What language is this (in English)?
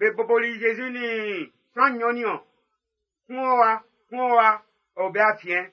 Baoulé